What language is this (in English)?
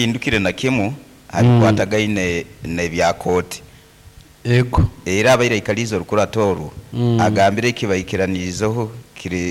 Nyankole